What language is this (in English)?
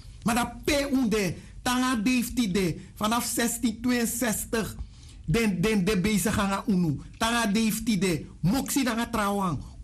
Sranan Tongo